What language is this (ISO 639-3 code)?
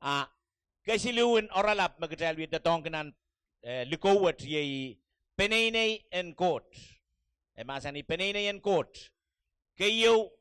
pon